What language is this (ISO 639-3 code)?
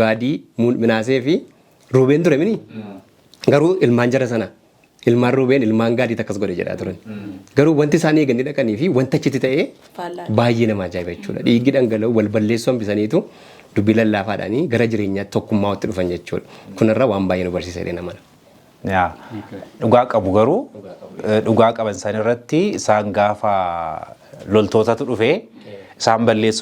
orm